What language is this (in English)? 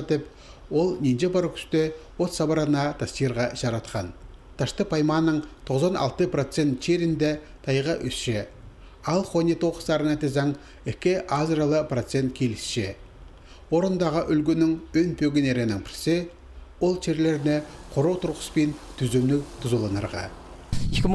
Khakas